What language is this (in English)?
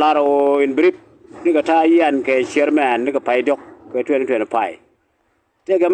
Nuer